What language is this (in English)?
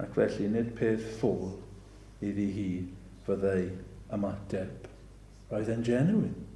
Welsh